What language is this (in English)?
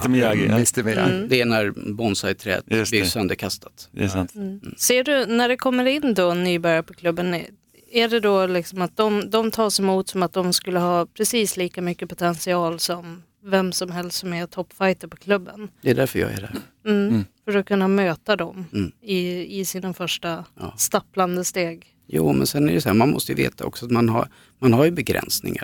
Swedish